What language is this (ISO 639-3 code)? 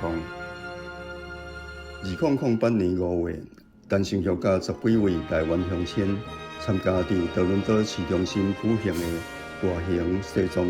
nan